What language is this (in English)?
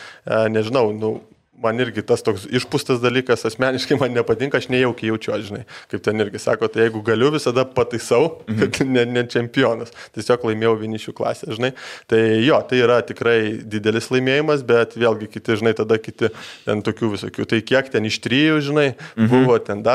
Lithuanian